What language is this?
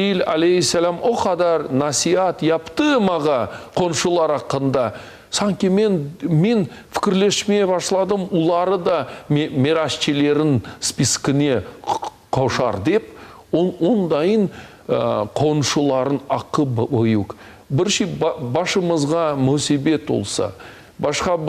Crimean Tatar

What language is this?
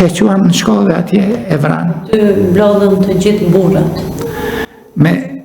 Albanian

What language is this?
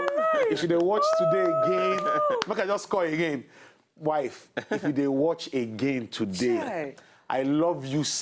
Nigerian Pidgin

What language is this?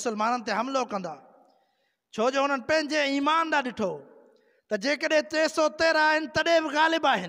Sindhi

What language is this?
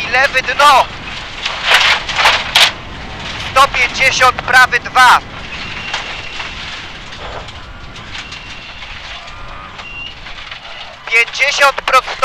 Polish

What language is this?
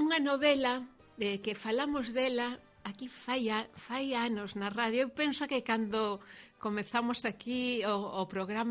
Galician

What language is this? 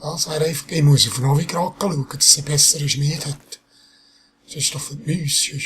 Swiss German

